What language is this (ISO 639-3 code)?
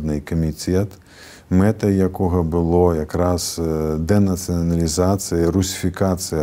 bel